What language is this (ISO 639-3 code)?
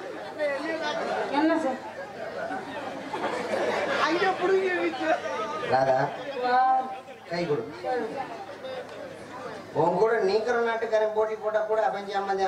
tam